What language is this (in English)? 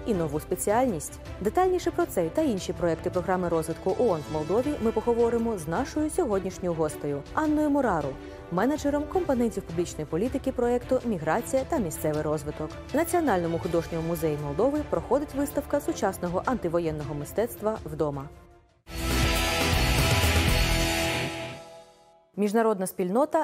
Ukrainian